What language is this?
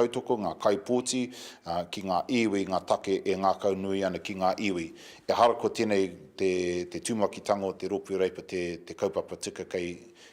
Māori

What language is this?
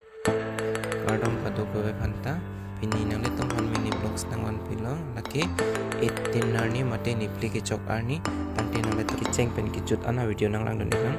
Karbi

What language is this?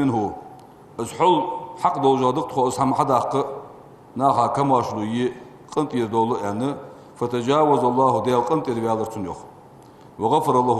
Ingush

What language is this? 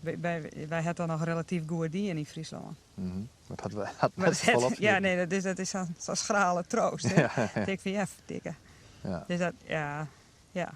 Western Frisian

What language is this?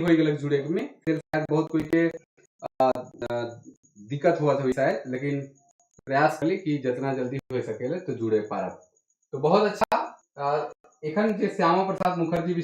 Sadri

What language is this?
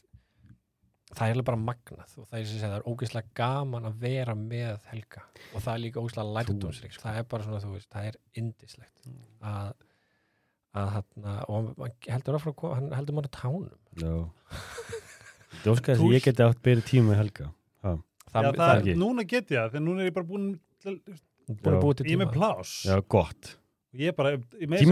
Icelandic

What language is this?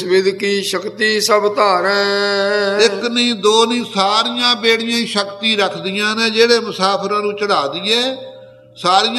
Punjabi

